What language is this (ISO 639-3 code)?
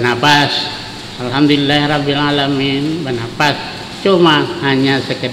bjn